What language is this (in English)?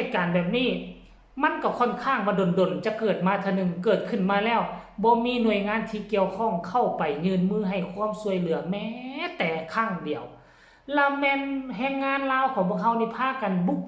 Lao